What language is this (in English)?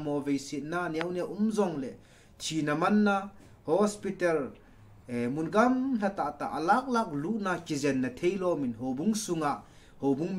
Thado Chin